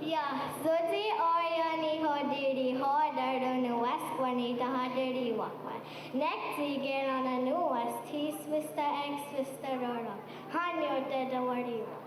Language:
Mohawk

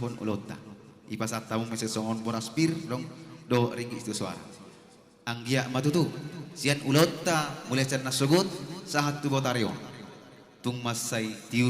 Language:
Batak Toba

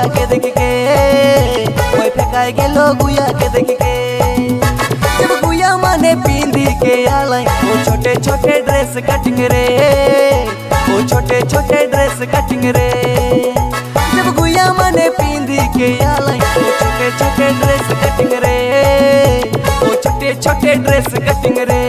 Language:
Sadri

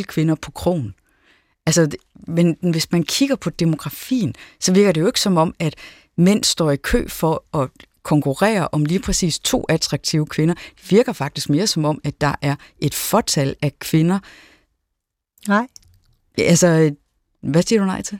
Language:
Danish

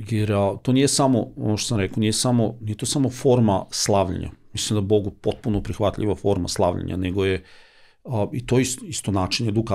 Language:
Serbian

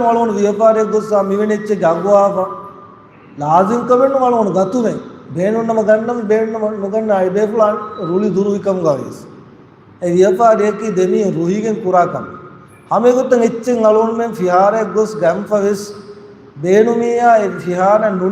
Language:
Divehi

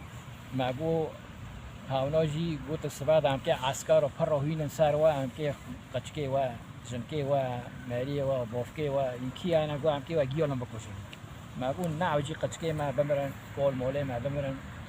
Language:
Kurdish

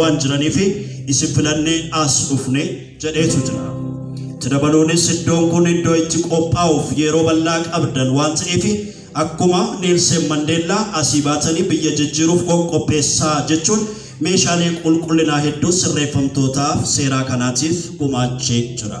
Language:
Oromo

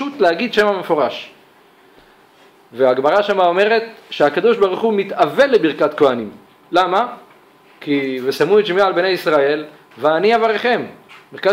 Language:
Hebrew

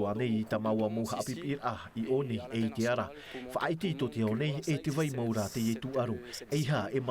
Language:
Tahitian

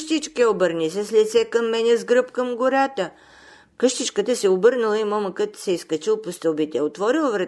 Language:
Bulgarian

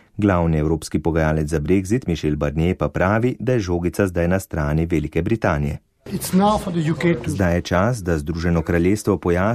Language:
Slovenian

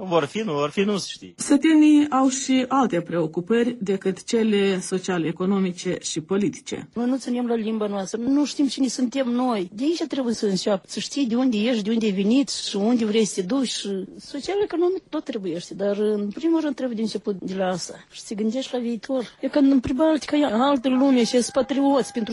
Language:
Romanian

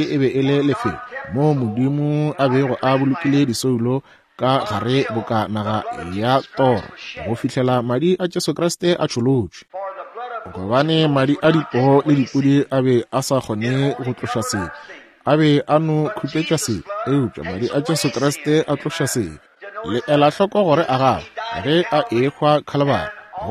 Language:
Northern Sotho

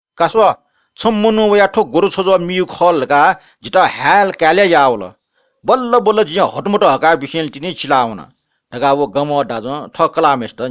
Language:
Newari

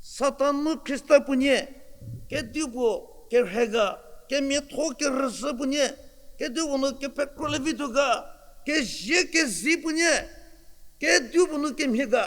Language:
Angami Naga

